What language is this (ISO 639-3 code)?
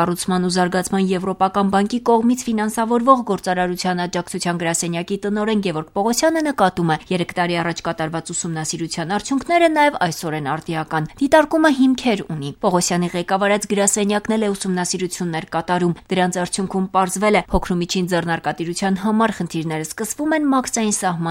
hye